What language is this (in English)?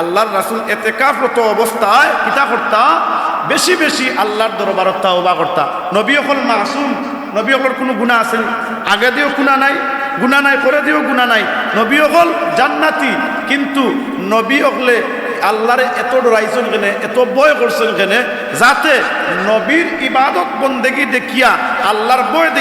Sylheti